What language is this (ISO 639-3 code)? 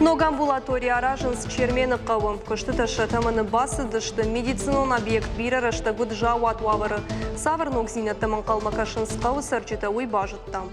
oss